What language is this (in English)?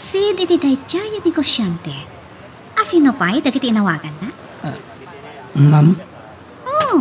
Iloko